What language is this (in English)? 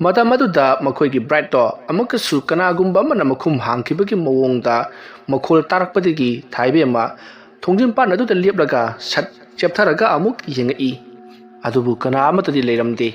Manipuri